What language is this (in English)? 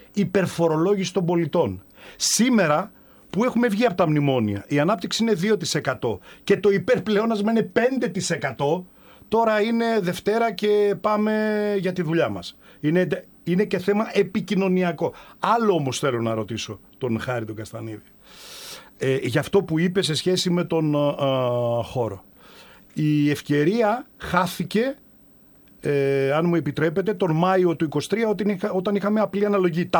Greek